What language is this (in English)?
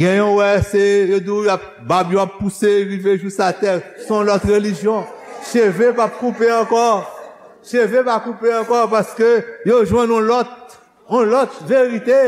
Haitian Creole